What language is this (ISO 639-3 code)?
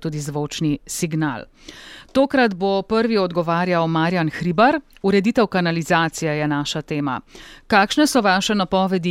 slv